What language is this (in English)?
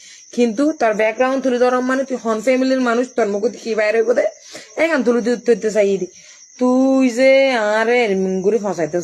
Rohingya